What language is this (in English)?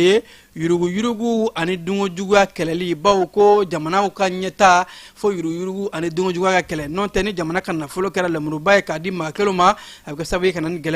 Bambara